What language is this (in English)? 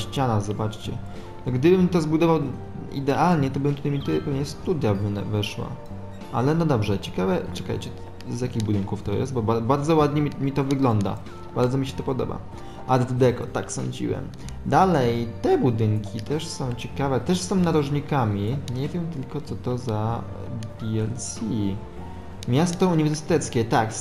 Polish